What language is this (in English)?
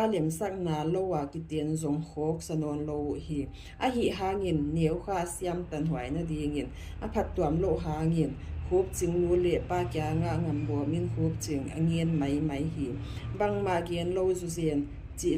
Tedim Chin